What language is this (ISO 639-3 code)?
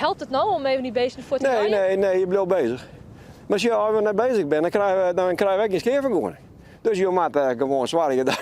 fry